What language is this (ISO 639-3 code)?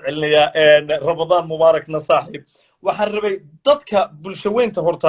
som